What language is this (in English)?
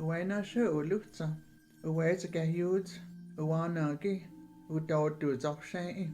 Cherokee